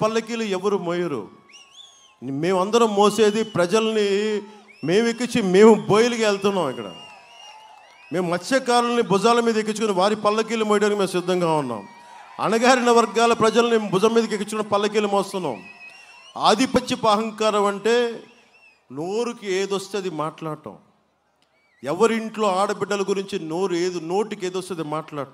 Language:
Telugu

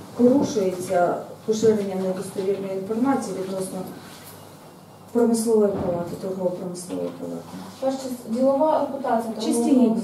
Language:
Ukrainian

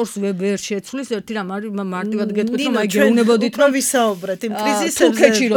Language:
Georgian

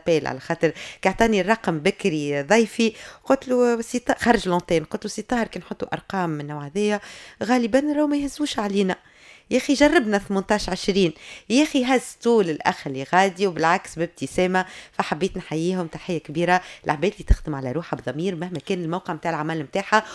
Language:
Tunisian Arabic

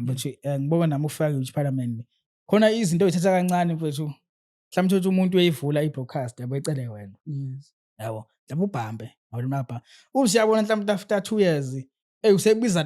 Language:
Zulu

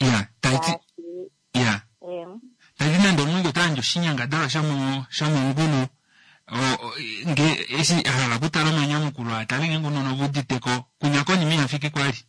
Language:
Kuanyama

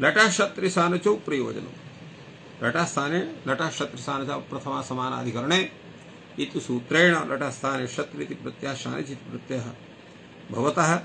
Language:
Sanskrit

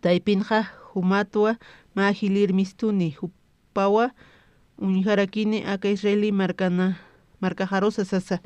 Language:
Aymara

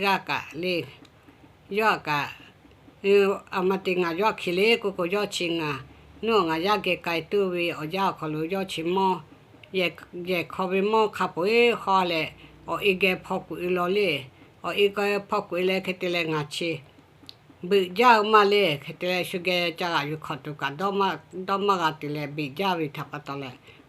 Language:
Lahu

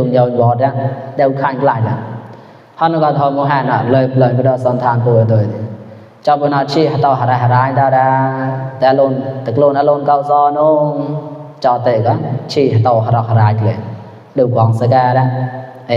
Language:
Mon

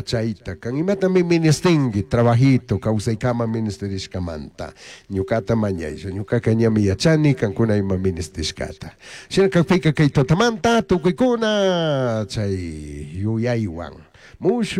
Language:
Chimborazo Highland Quichua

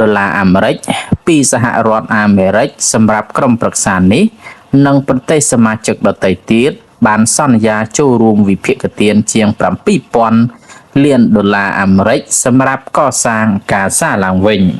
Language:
Khmer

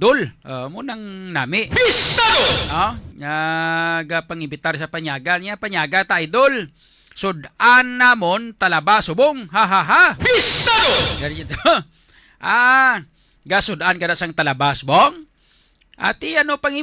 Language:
Hiligaynon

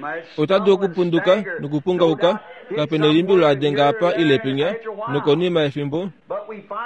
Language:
Kuanyama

